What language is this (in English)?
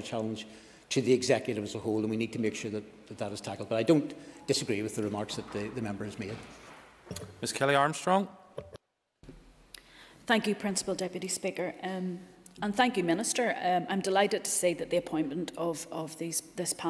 English